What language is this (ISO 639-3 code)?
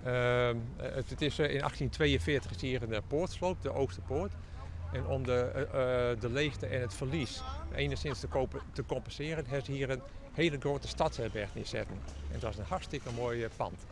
fry